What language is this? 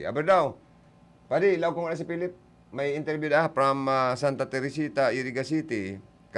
Bikol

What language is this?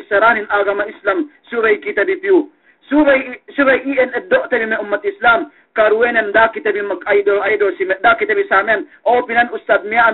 Yakan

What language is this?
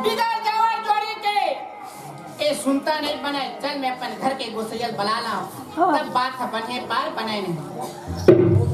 Chhattisgarhi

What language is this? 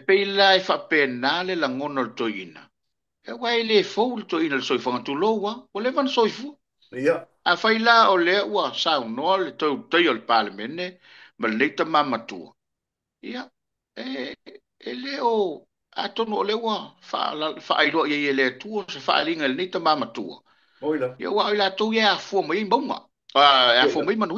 Samoan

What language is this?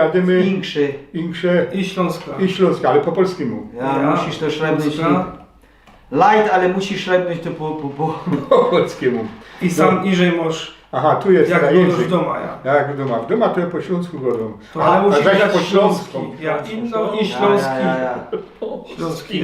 Silesian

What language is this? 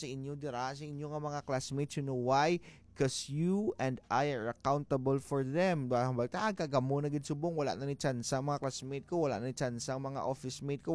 Hiligaynon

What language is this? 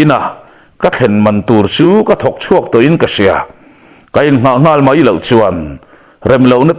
Mizo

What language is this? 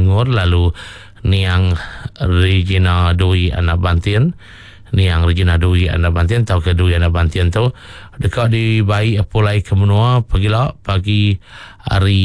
Iban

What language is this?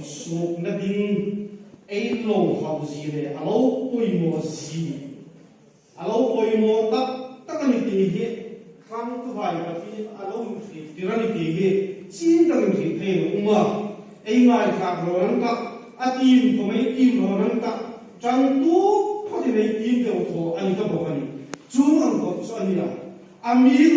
Hmar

